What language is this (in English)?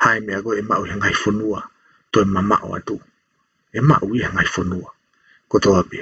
Tongan